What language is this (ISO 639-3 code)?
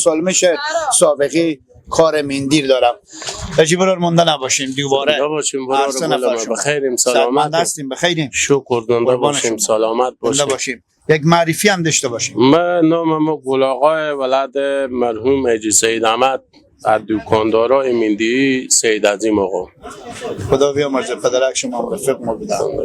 fas